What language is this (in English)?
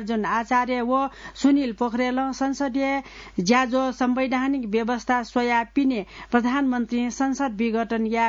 Newari